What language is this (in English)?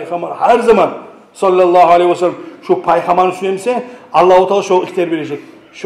Kumyk